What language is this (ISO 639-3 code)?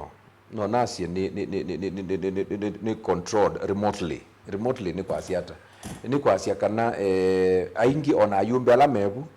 kam